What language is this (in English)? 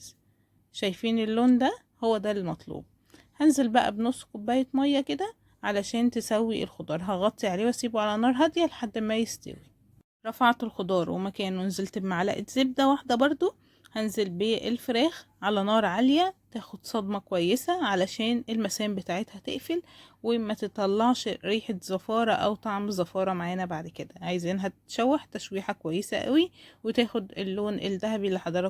Egyptian Arabic